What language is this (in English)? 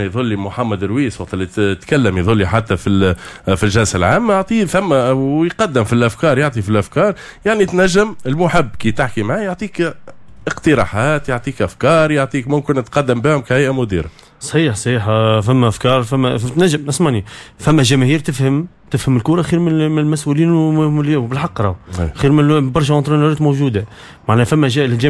Tunisian Arabic